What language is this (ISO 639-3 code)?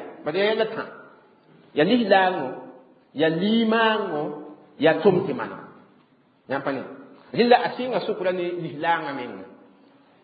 mos